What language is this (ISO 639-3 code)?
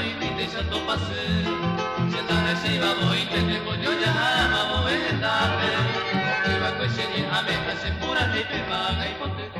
grn